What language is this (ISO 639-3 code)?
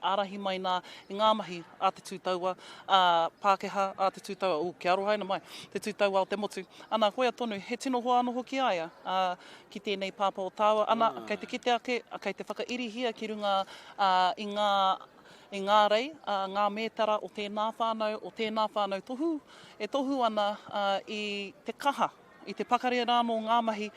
mri